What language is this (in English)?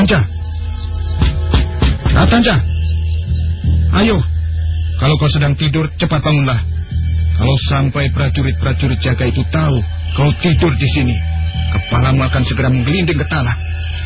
Indonesian